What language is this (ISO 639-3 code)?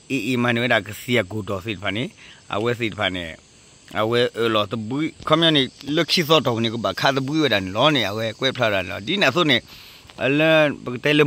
ksw